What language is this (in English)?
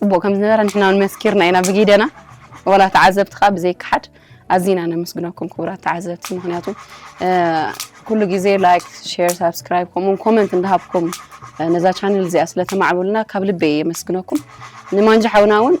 Tigrinya